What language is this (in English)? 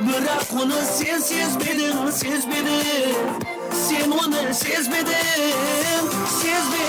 Kara-Kalpak